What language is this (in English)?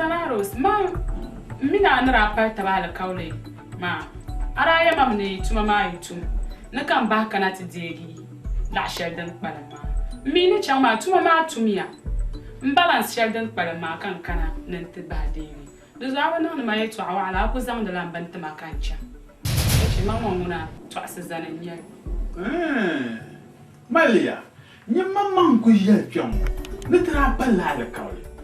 Dagbani